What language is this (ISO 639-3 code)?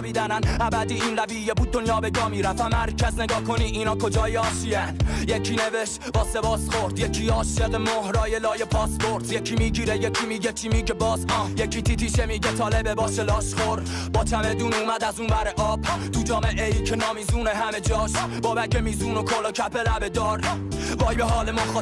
fas